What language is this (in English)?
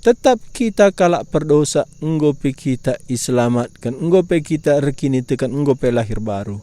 Batak Karo